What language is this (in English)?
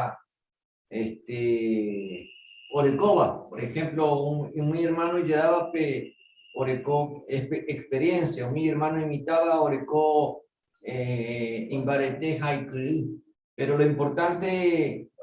Guarani